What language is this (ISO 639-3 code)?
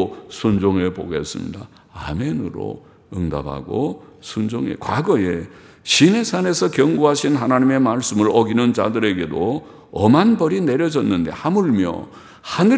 kor